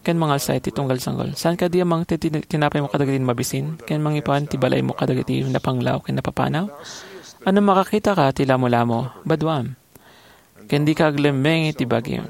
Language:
Iloko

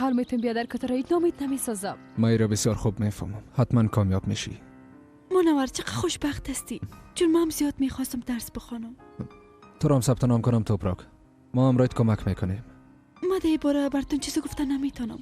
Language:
Persian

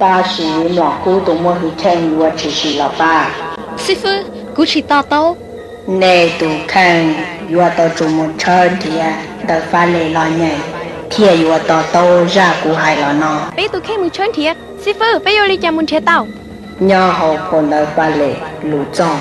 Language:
Hmong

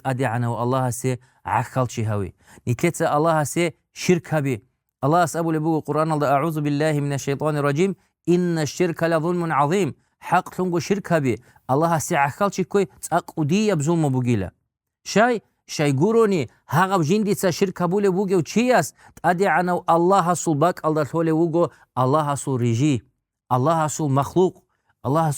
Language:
Avaric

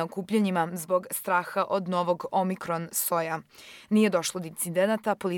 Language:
Serbian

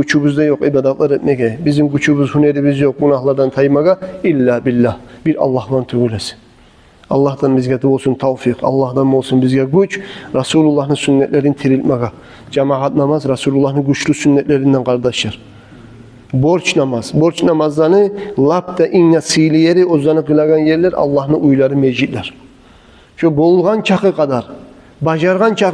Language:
Kumyk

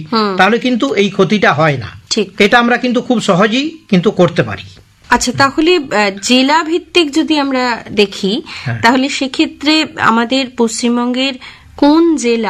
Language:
Bangla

